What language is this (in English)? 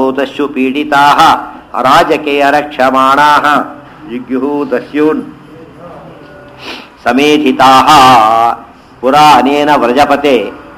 Kannada